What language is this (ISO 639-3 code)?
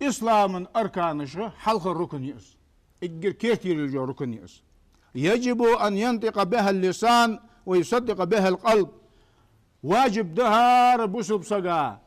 inh